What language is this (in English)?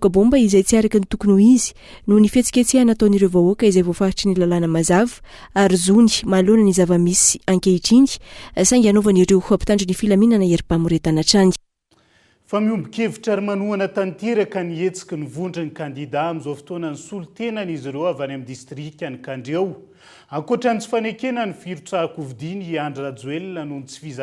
Malagasy